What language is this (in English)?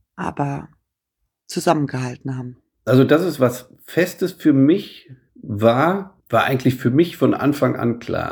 German